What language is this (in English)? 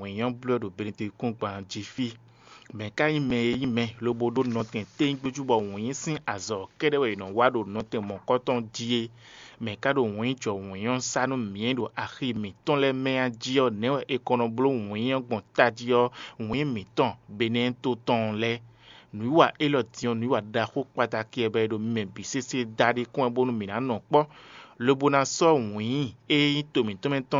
Fon